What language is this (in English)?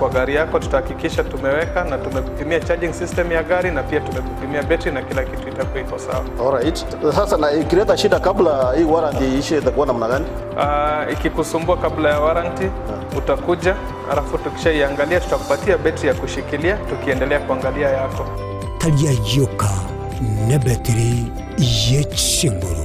Gusii